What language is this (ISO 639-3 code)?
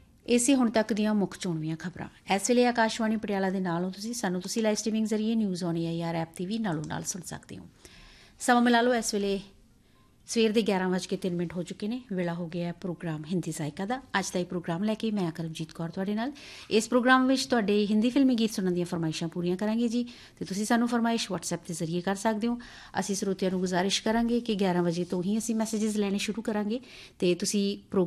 pan